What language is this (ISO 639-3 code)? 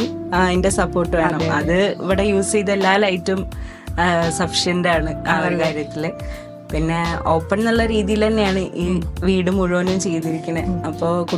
mal